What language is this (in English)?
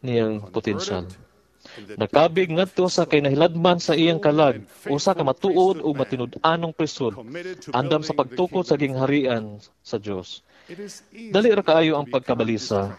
Cebuano